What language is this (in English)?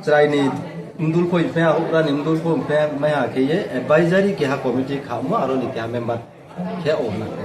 Riang (India)